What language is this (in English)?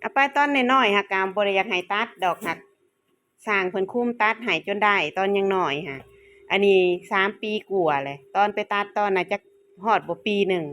Northeastern Thai